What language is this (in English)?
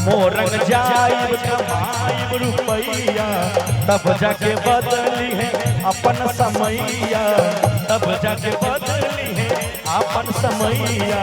Maithili